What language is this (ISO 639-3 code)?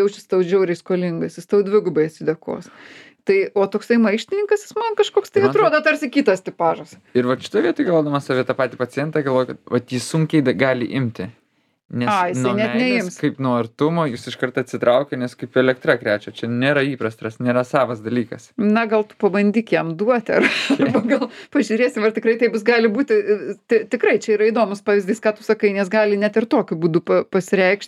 lit